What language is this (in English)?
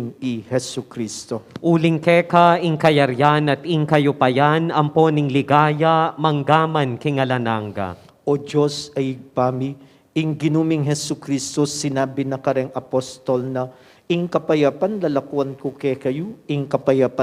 Pampanga